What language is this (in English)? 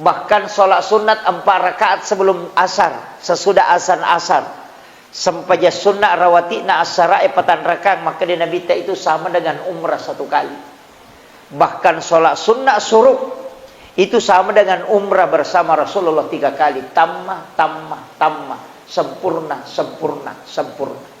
Buginese